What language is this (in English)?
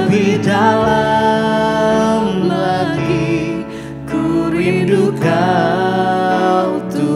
Indonesian